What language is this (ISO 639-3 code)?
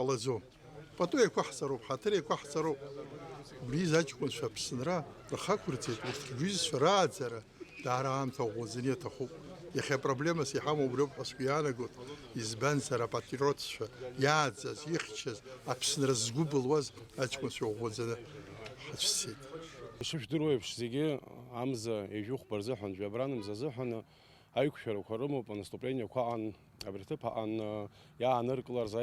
abk